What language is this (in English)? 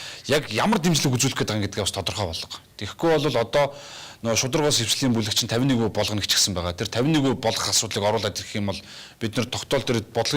Mongolian